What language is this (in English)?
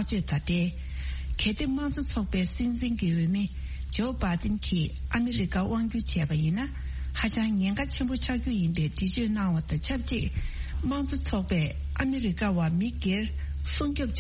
Tibetan